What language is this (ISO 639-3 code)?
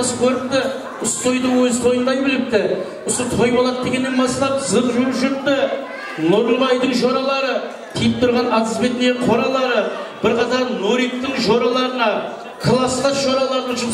kaa